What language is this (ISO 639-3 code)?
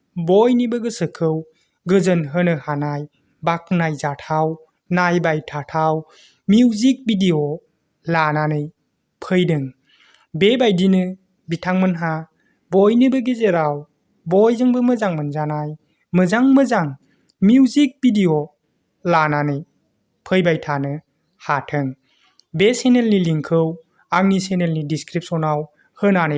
brx